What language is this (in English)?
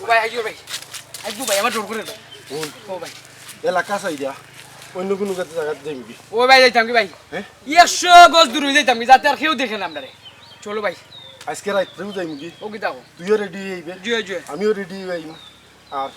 Sylheti